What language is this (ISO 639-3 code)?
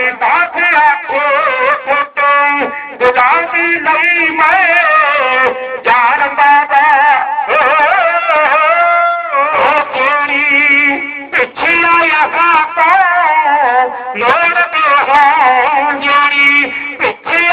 pan